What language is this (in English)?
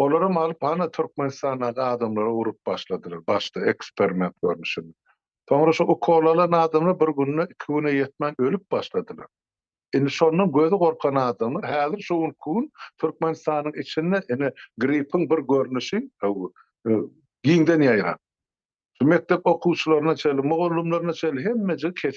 Turkmen